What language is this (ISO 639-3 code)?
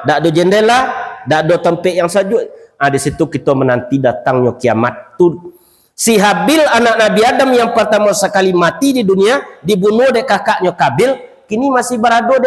min